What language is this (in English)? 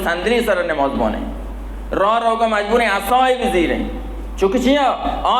Baluchi